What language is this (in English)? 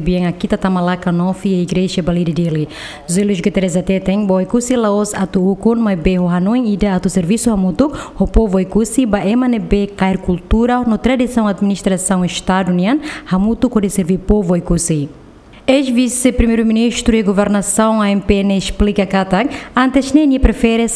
Tetum